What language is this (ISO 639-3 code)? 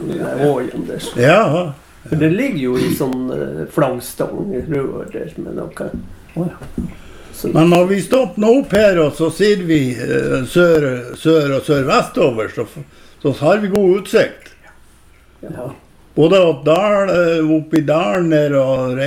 nor